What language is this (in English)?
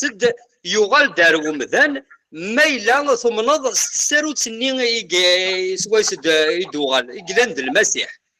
Kabyle